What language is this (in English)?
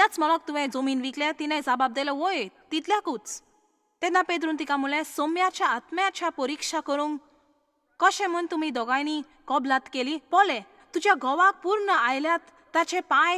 Konkani